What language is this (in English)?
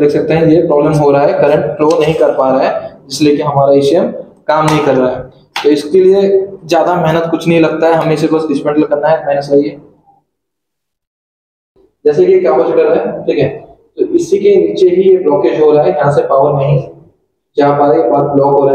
Hindi